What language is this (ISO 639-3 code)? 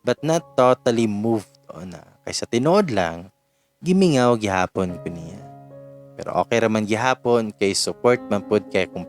ceb